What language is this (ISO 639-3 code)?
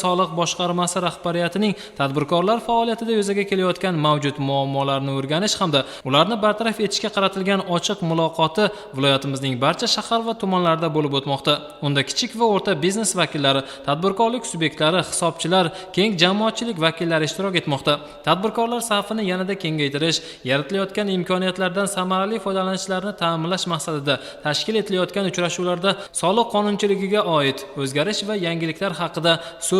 uzb